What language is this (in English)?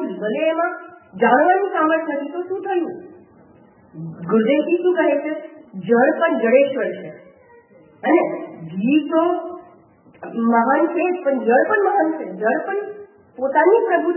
Gujarati